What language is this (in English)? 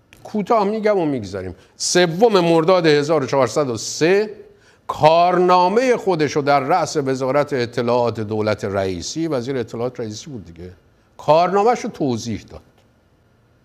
Persian